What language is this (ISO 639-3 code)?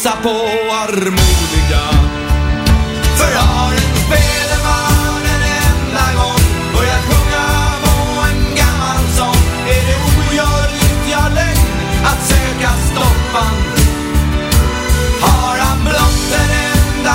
swe